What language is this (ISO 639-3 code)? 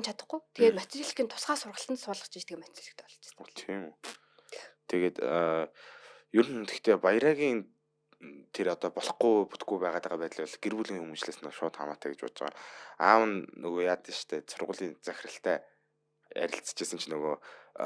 mon